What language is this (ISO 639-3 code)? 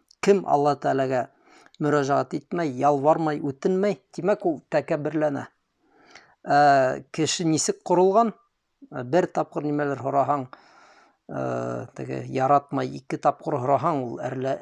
bak